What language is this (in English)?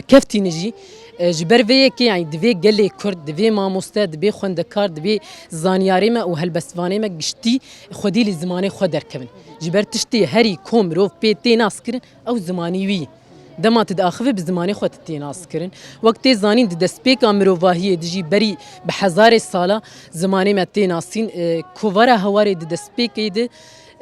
Kurdish